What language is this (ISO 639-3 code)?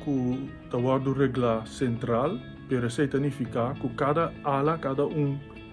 pap